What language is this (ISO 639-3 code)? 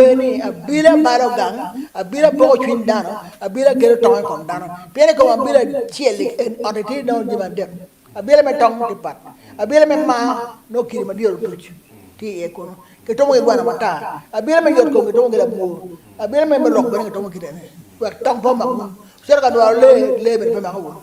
ach